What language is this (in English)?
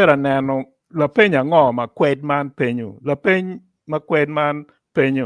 Acoli